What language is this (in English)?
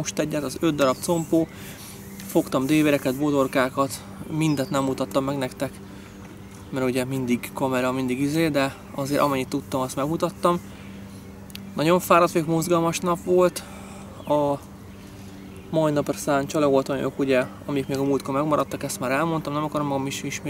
Hungarian